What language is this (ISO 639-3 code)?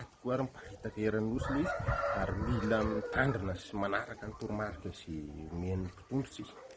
mlg